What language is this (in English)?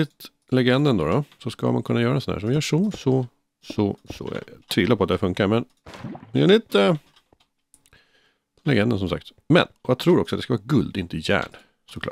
Swedish